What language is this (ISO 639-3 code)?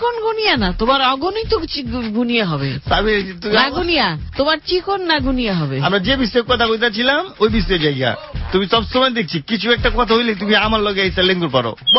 ben